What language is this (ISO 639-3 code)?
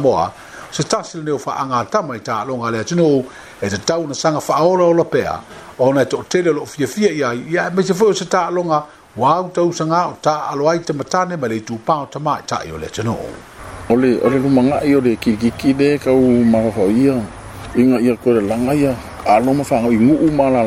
smo